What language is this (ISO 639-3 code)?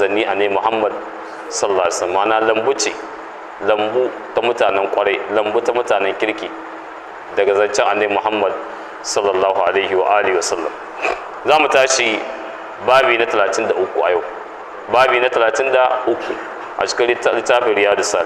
hau